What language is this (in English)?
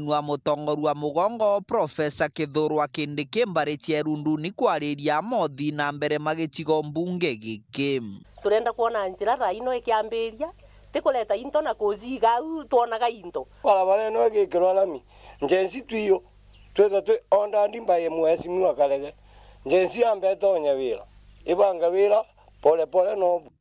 Meru